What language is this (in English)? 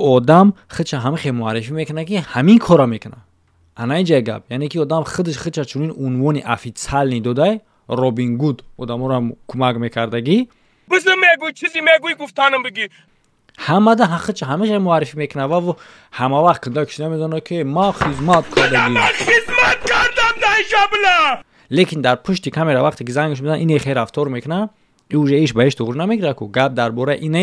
Tajik